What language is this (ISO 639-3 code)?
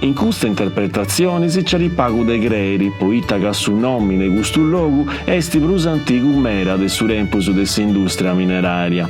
srd